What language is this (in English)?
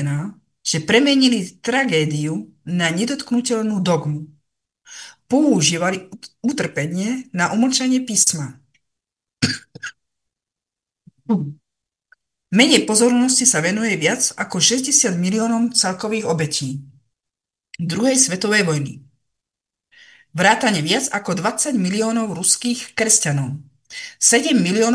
Slovak